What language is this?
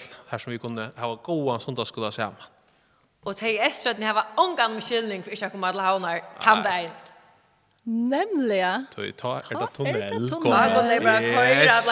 Faroese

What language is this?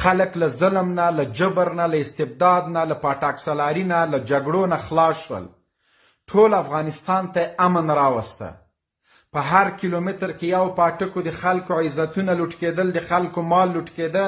Pashto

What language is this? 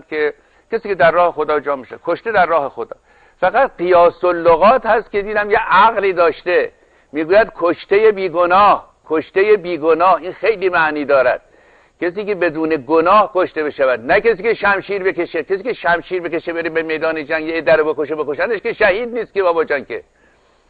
Persian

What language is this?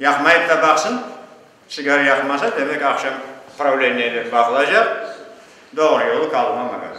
Crimean Tatar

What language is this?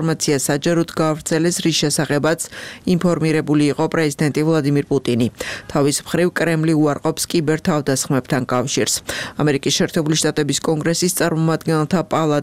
Georgian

